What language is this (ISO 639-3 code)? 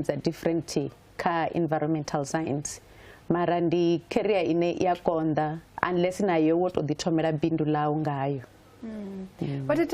ven